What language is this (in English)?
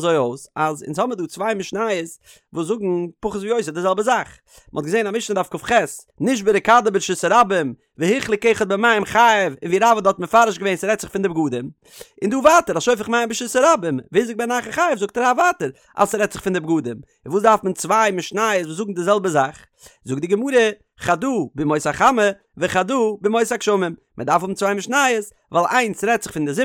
Yiddish